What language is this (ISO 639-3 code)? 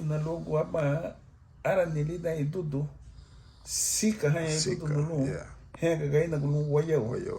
cab